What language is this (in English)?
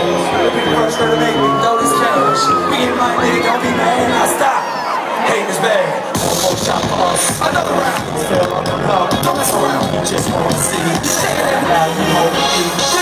English